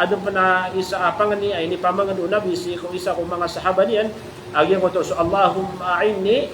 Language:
Maranao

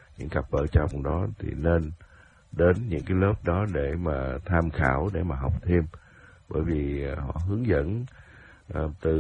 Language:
Vietnamese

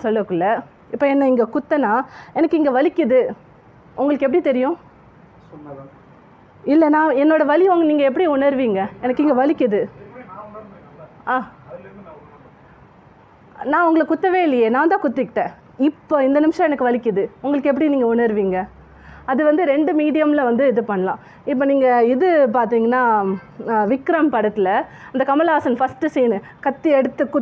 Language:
Tamil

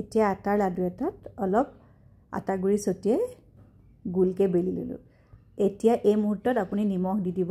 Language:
Assamese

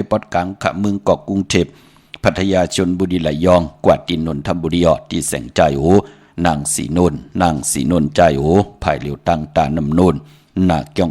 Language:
Shan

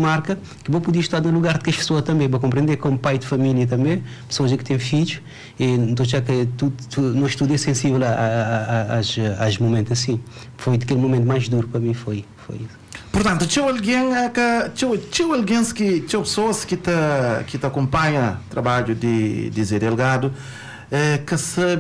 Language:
Kabuverdianu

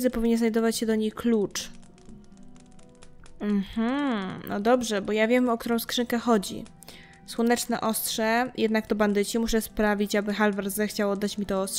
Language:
Polish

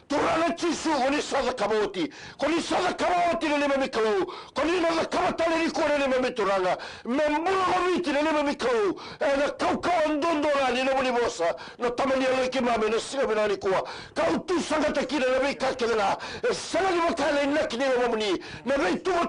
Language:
Fijian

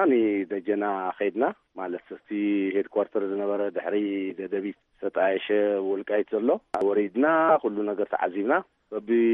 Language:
Tigrinya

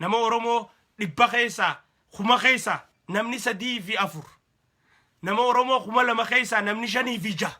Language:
Oromo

